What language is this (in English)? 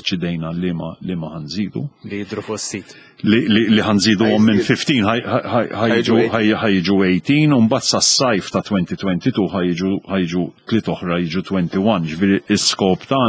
Maltese